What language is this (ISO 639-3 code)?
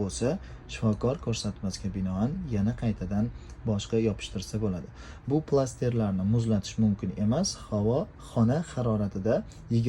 uzb